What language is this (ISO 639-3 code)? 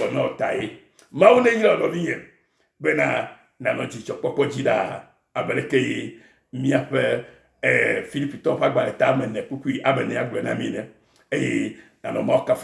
ewe